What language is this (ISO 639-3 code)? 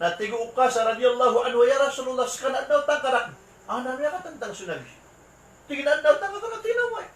mrw